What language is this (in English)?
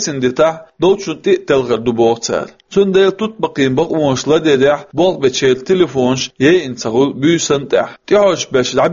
Chechen